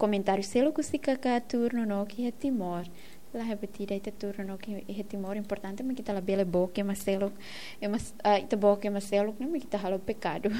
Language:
Tetum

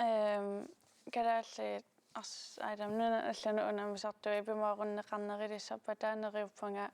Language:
Kalaallisut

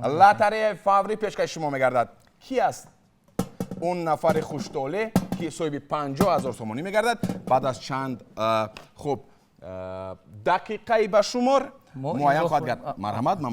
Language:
Tajik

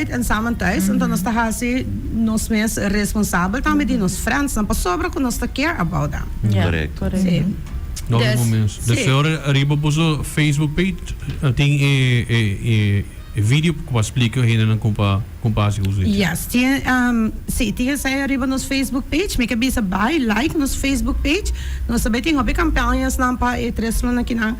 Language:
Papiamento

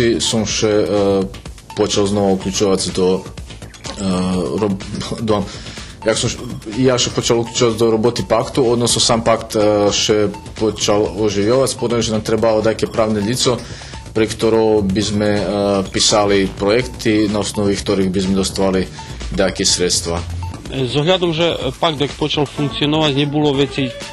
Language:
Rusyn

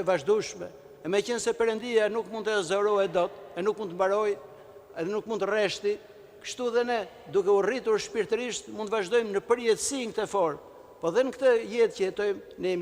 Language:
Albanian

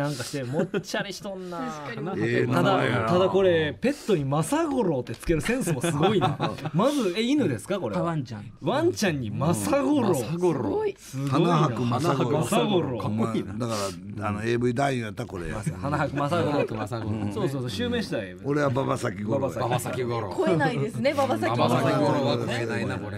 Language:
Japanese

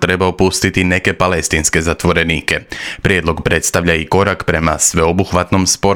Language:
Croatian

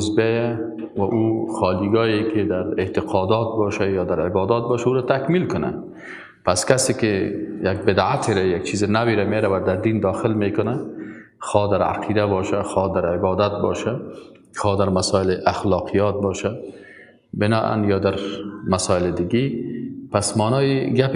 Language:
Persian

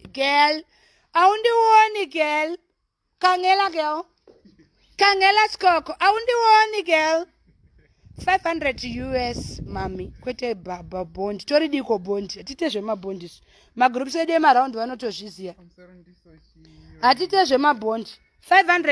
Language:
Shona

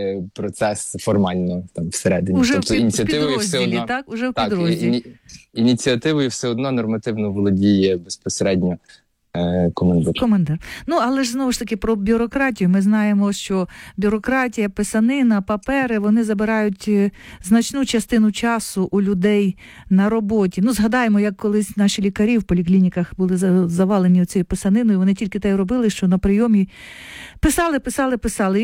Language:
Ukrainian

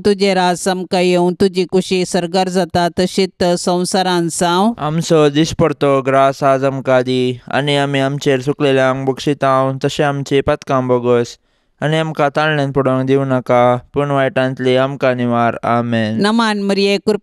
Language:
Konkani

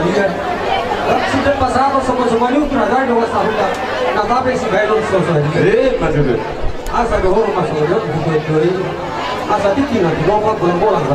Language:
Batak Toba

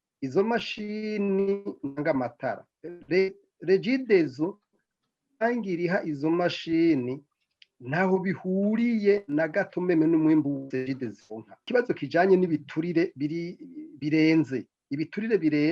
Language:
Rundi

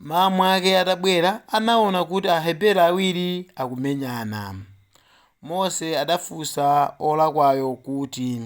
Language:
Nyanja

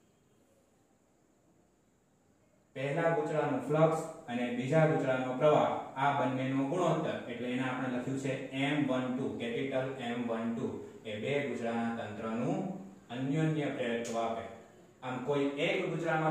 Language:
Gujarati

